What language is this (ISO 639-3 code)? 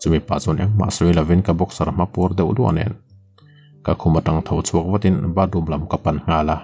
lus